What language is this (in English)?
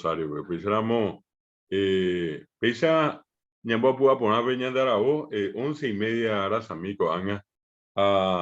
Guarani